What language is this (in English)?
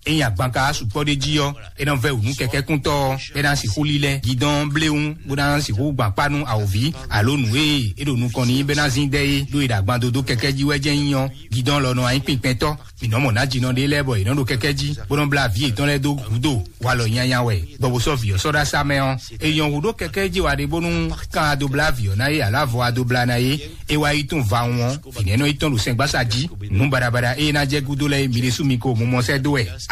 Fon